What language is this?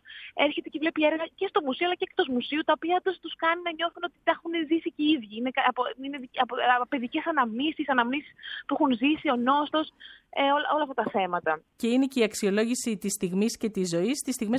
Greek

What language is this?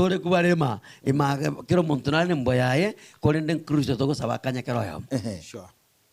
Gusii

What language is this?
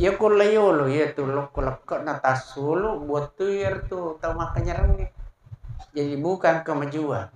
Buginese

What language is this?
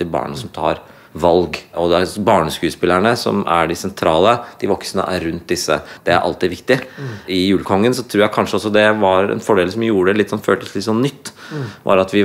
Norwegian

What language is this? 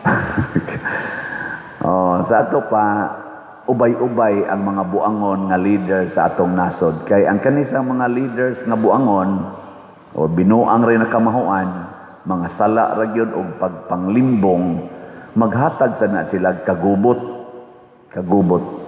Cebuano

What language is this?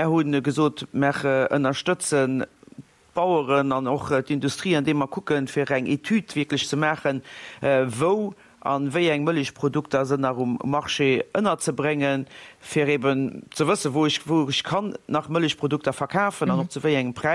Luxembourgish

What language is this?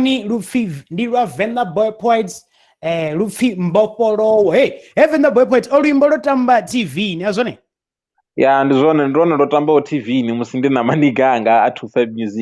Venda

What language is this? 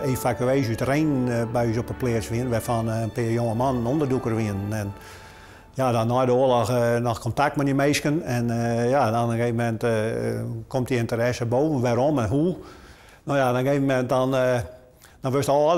Western Frisian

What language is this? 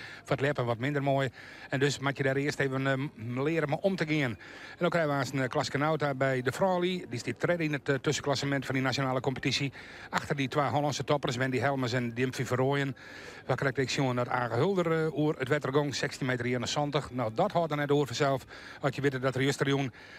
Western Frisian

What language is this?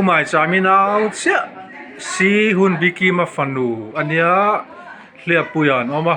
Mizo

